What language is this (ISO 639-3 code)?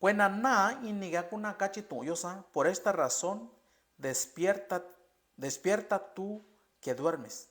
mix